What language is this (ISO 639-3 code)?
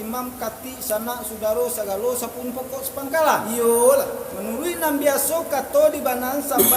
min